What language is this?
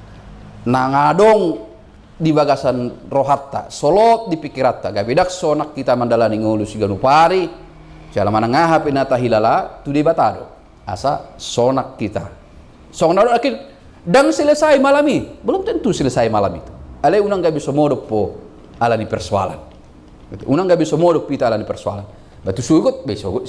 Batak Toba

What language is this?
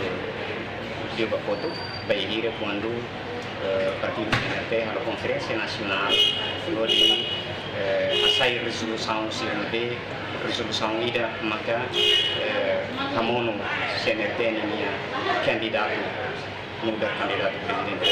Tetum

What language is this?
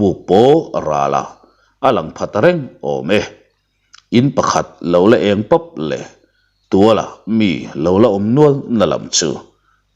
Mizo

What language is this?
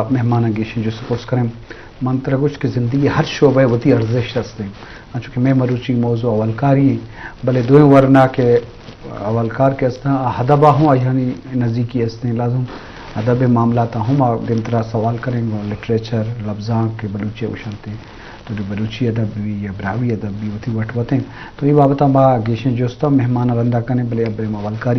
Eastern Balochi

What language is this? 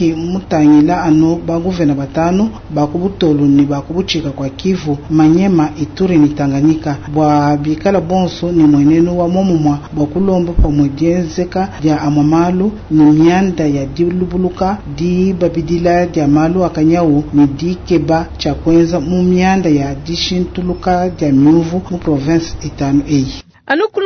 Luba-Lulua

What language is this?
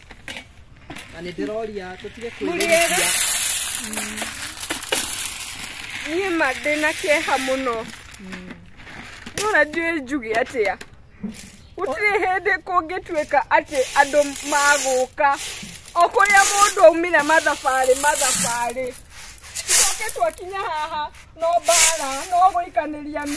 Kikuyu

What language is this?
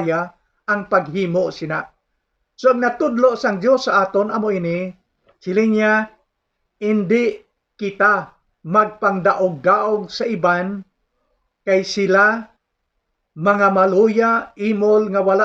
Hiligaynon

